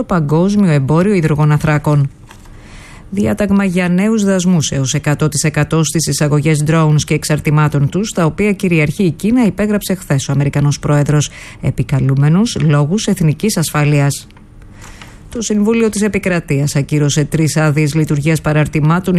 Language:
Greek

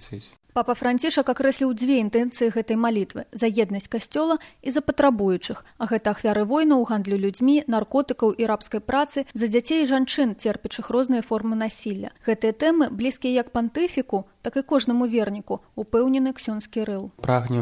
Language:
Belarusian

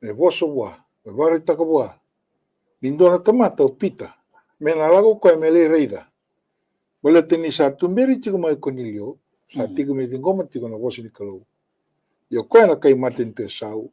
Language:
Fijian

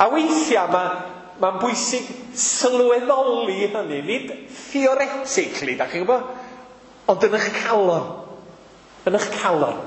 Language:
Welsh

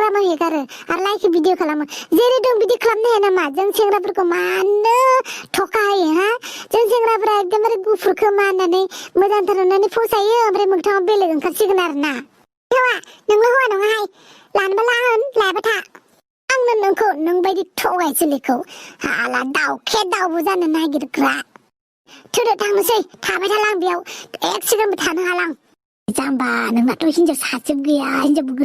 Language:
Bodo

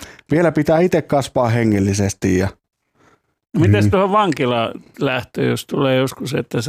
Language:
Finnish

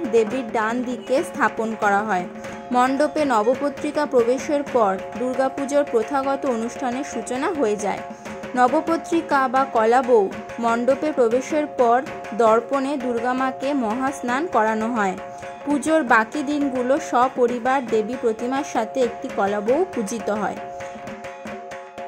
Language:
Bangla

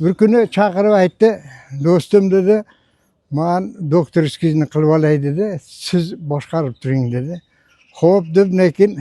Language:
Uzbek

